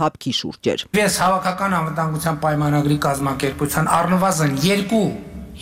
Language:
Armenian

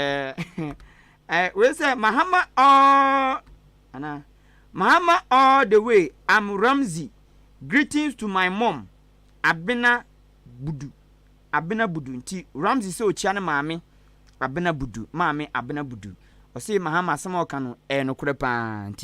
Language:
Akan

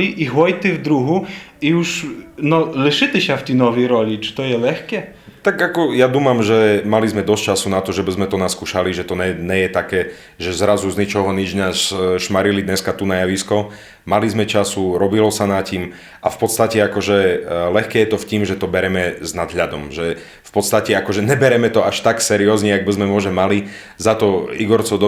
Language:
Rusyn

